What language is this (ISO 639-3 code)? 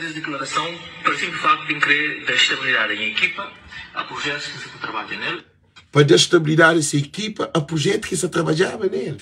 kea